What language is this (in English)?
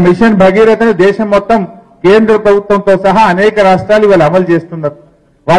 Telugu